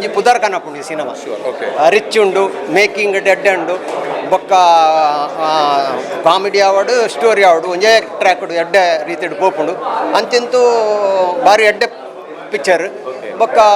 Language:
Tulu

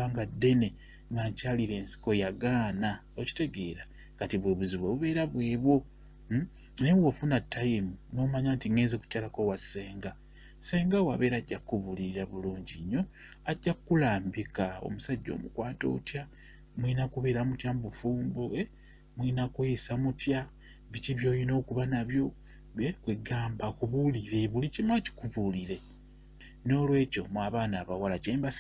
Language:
Ganda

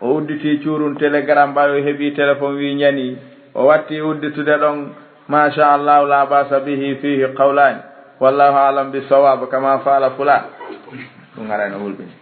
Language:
Fula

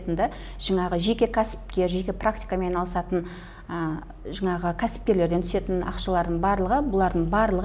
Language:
Kazakh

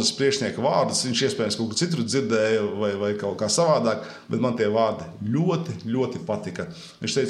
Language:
Latvian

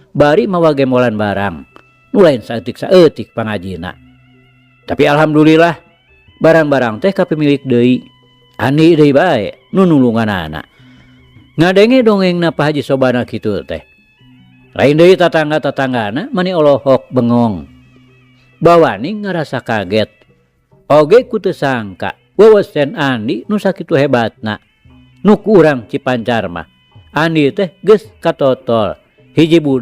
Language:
Sundanese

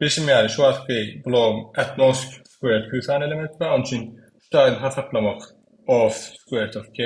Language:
Turkmen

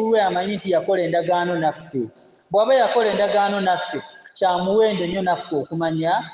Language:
Ganda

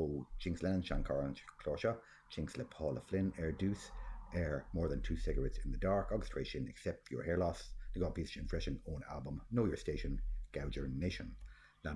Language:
Irish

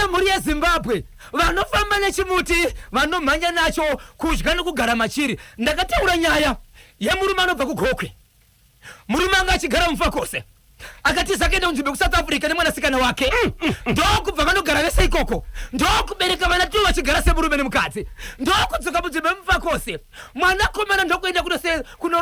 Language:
Shona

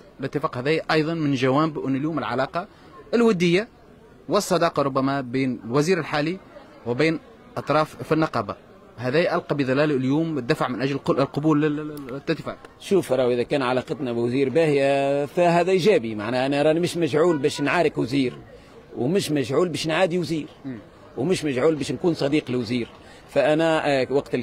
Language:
Tunisian Arabic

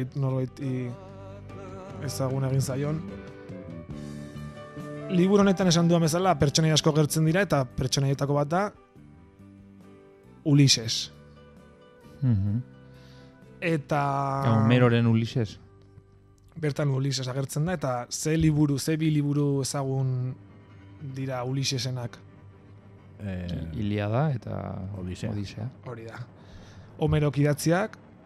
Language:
Basque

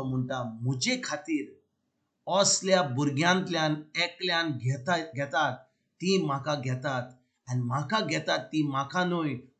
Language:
Konkani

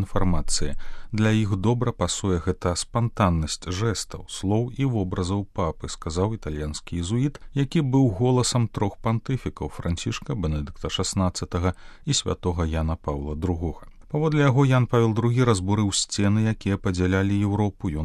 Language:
Belarusian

